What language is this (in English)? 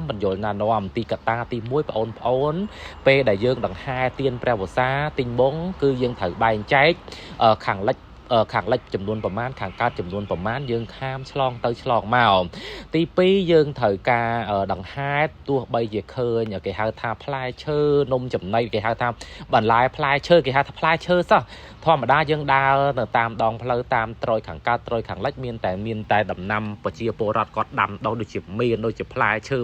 Khmer